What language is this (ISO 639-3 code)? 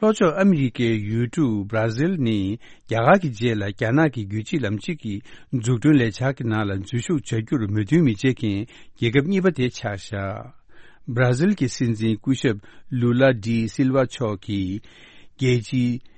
bod